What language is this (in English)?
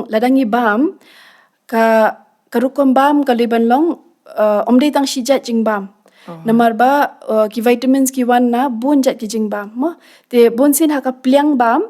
Khasi